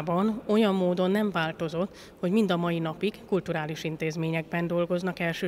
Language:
Hungarian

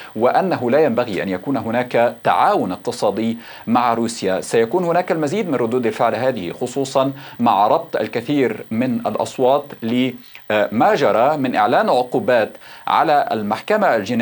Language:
Arabic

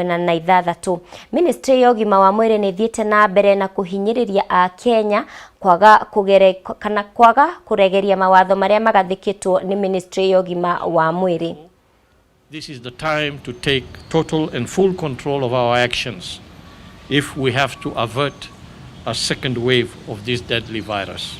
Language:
Kikuyu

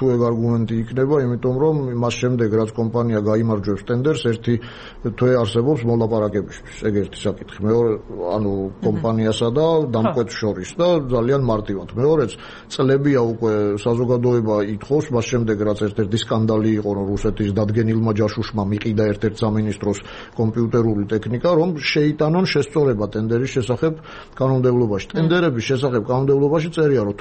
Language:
Georgian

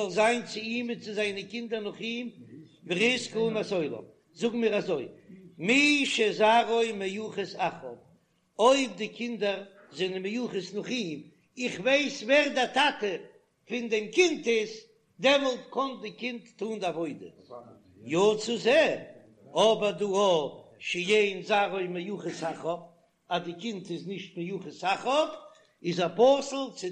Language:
Yiddish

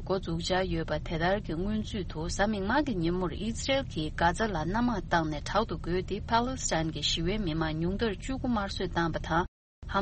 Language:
Tibetan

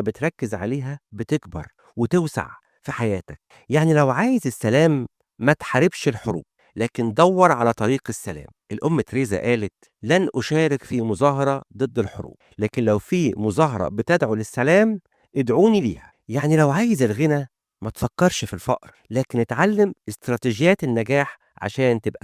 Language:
Egyptian Arabic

